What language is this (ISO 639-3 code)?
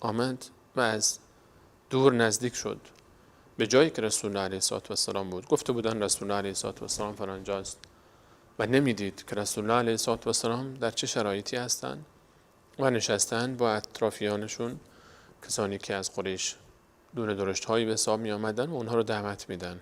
fas